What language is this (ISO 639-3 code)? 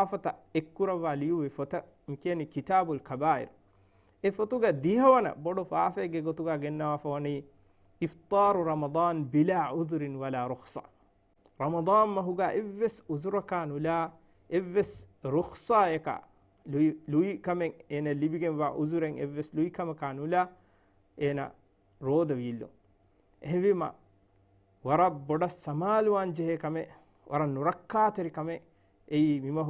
div